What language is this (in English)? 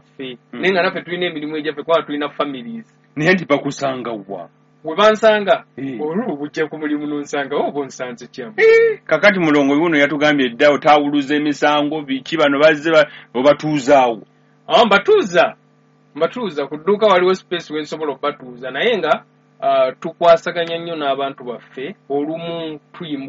Ganda